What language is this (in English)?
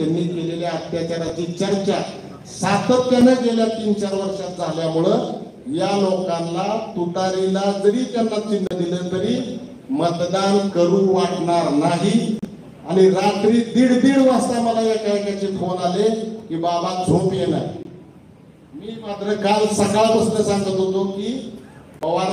Marathi